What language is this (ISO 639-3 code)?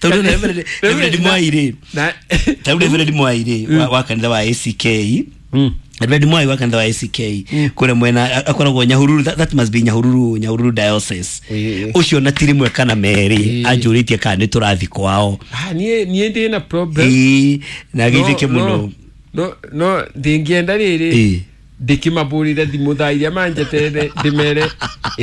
kik